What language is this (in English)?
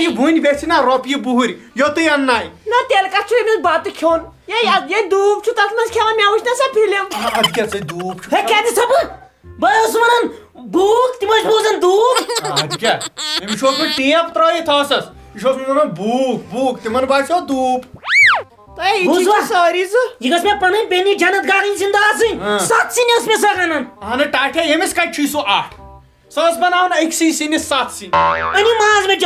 Kashmiri